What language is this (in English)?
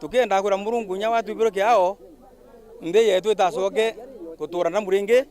Meru